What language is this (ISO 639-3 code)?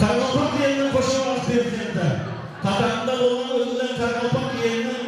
kaa